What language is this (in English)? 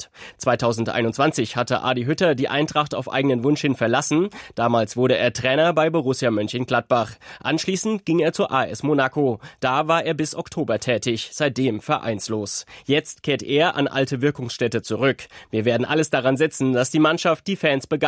German